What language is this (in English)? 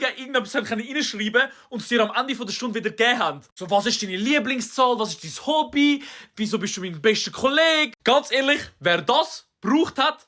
Swiss German